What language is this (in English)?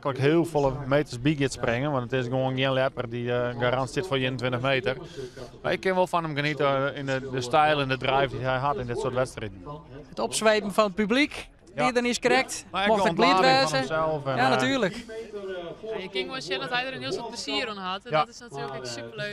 Western Frisian